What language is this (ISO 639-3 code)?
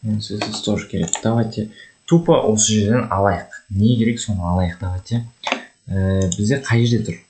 kaz